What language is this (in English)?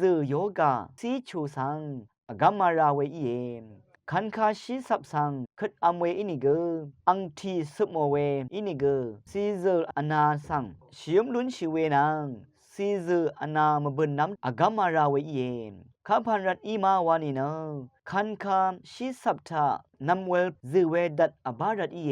Rawang